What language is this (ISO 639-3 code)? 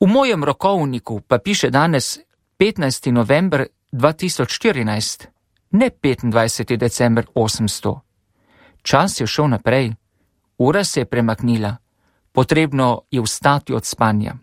slv